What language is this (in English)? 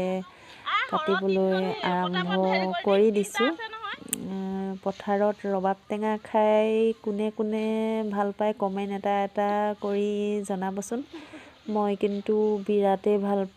Assamese